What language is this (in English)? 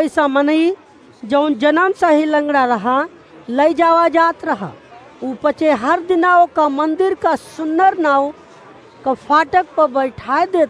Awadhi